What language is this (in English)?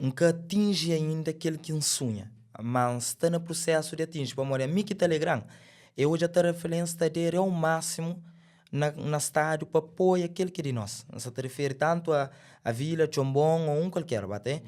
Kabuverdianu